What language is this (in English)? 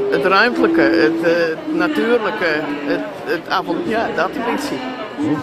Western Frisian